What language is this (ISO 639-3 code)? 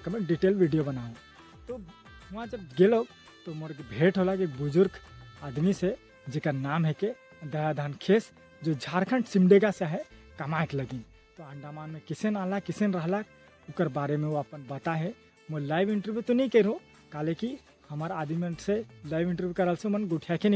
sck